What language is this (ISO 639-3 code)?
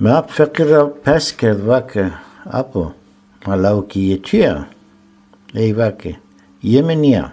zza